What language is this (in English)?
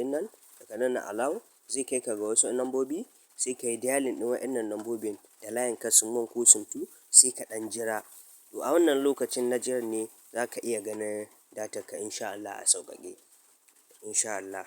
Hausa